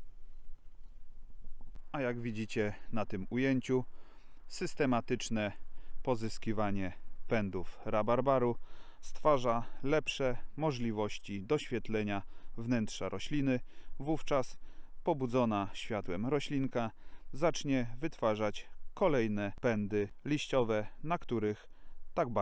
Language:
Polish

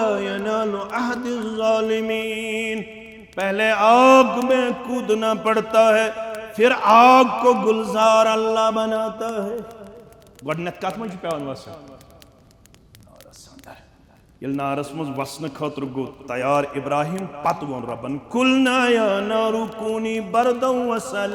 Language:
Kashmiri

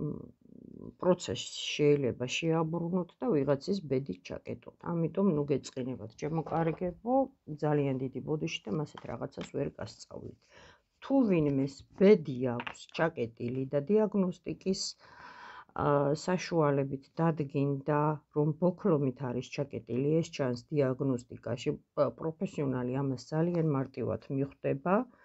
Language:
Georgian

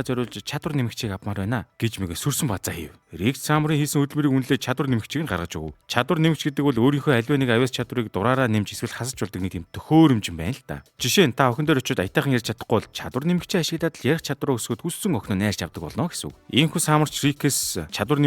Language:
Mongolian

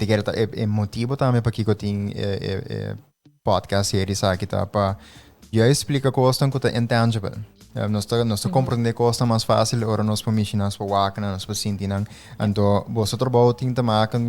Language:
Papiamento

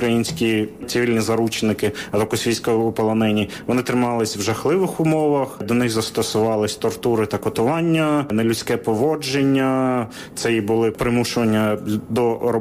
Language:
Ukrainian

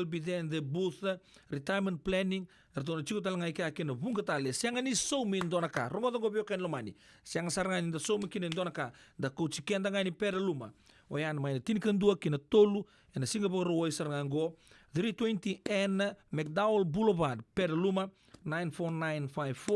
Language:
Fijian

